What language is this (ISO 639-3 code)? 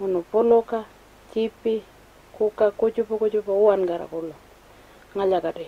pjt